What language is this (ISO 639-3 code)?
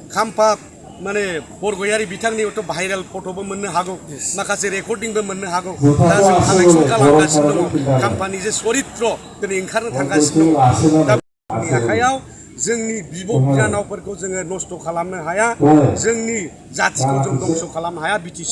brx